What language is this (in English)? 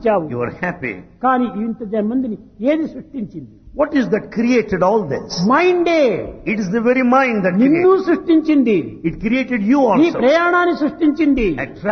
Telugu